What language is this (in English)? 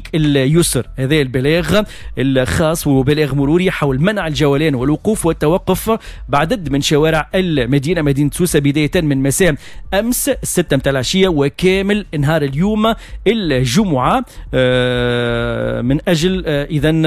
Tunisian Arabic